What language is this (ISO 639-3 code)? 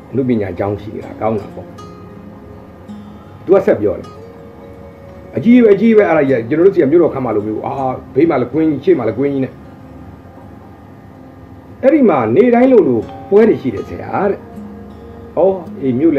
mya